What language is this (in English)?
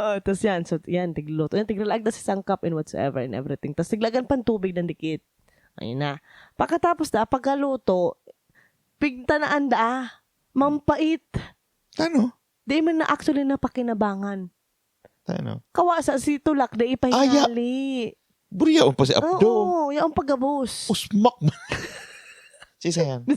Bikol